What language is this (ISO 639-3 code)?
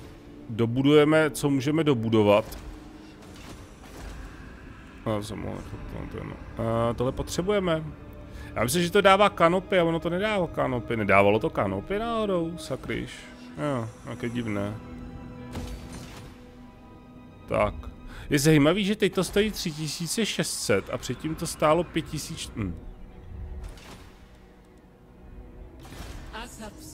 ces